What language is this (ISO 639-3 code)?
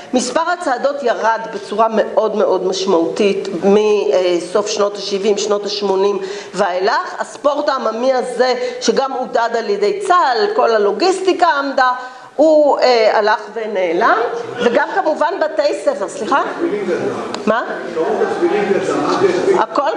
heb